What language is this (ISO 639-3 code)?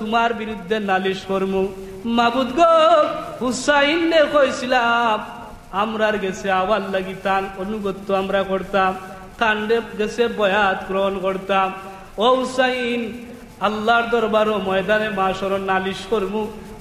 syl